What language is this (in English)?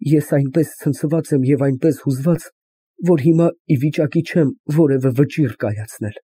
Armenian